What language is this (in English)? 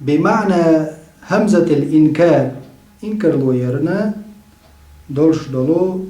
Chechen